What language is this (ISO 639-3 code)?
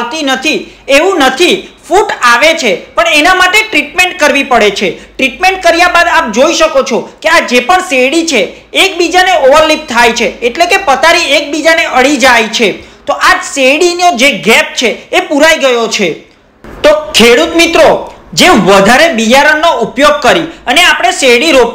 guj